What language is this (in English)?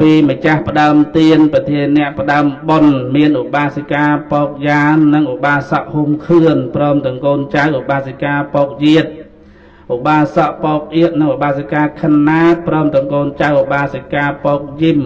Khmer